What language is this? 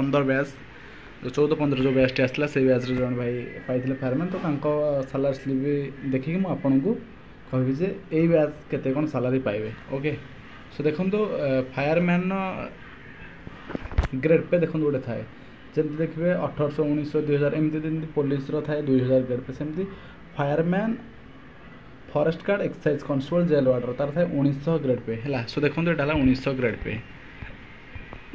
Odia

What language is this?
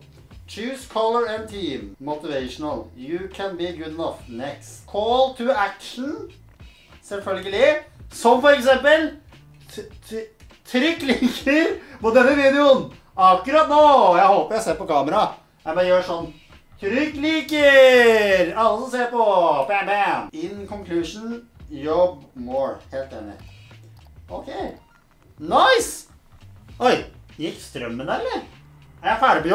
Norwegian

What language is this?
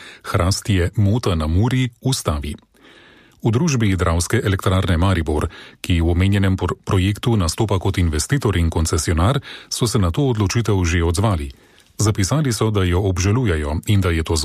Slovenian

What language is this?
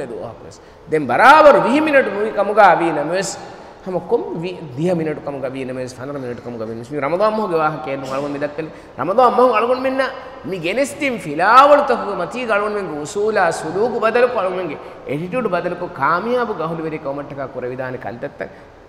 Divehi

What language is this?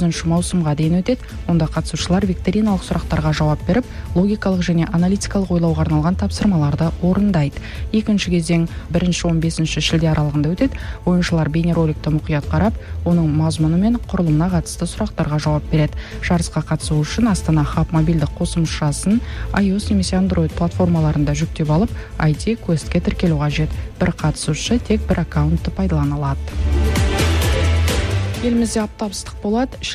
Kazakh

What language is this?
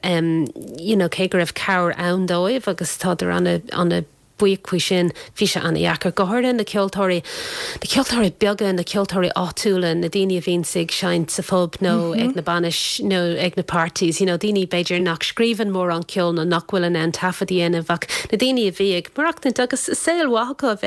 Irish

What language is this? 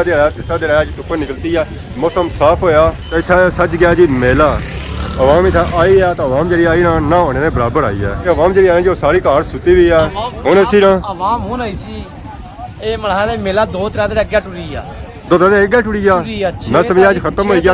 Pahari-Potwari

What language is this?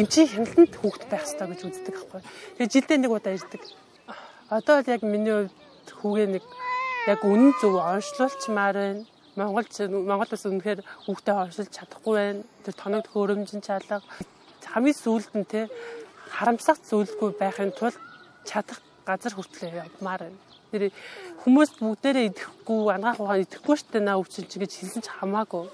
Mongolian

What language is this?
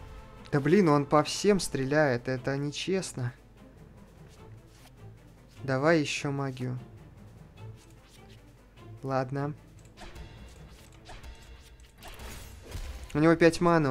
Russian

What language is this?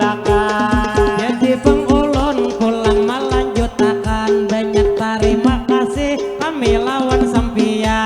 Banjar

